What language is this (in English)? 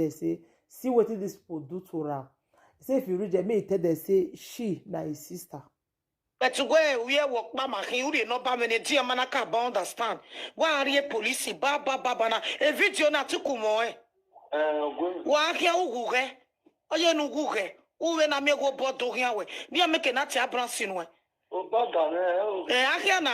Nigerian Pidgin